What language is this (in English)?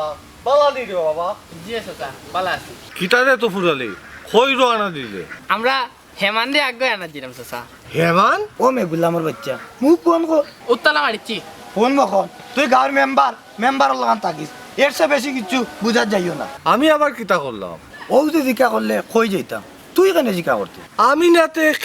Sylheti